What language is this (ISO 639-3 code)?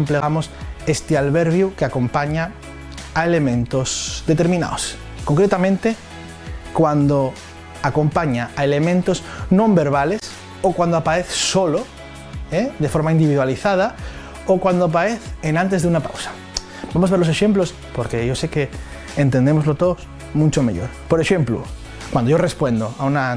ast